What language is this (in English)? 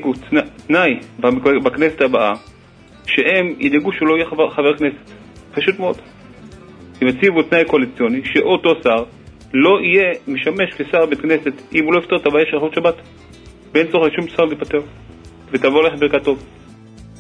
Hebrew